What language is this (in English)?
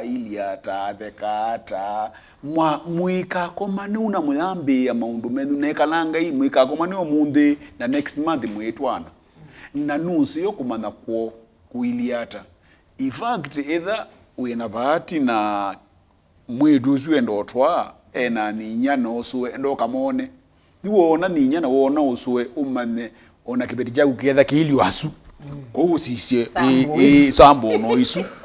Kamba